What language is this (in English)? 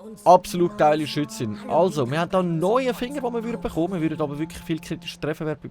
Swiss German